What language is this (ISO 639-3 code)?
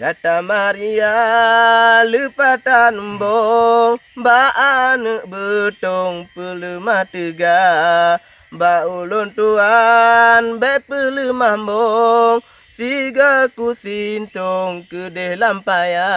ace